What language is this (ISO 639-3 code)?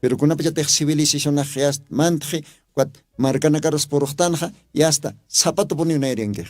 aym